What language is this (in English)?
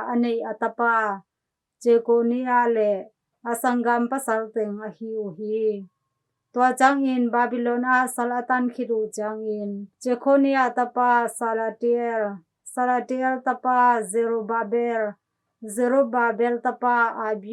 Tedim Chin